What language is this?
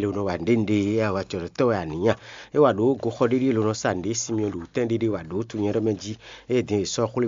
Fon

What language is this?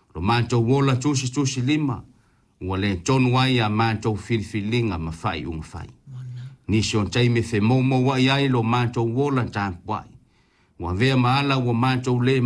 Samoan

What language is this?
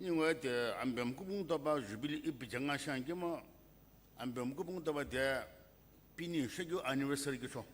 Sumi Naga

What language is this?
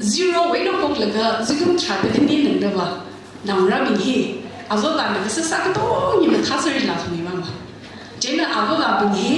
Tangkhul Naga (India)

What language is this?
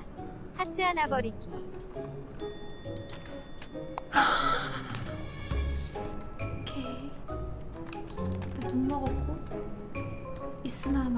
Korean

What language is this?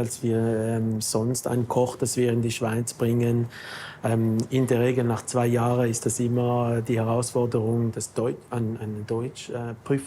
Swiss German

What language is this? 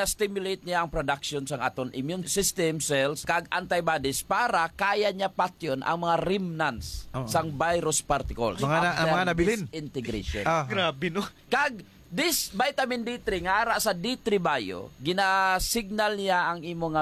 Hiligaynon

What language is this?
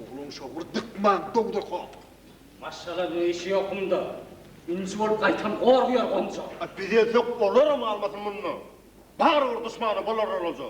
Turkmen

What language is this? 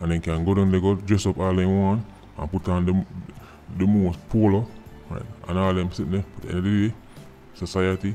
Jamaican Creole English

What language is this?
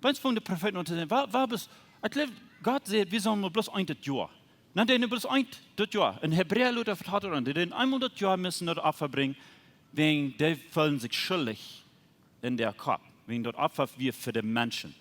Plautdietsch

